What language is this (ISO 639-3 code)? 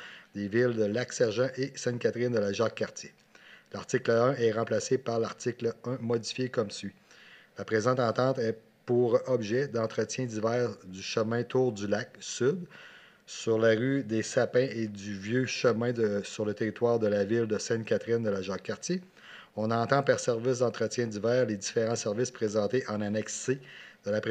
fra